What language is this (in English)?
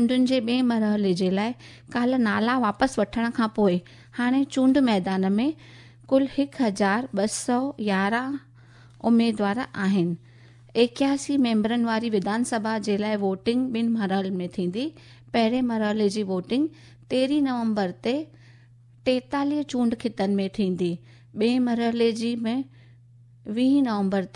Sindhi